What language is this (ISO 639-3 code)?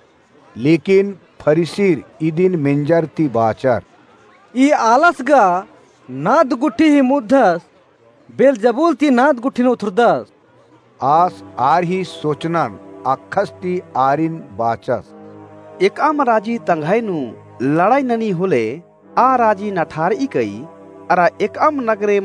kru